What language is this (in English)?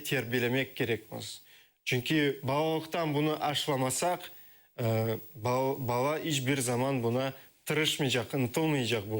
Crimean Tatar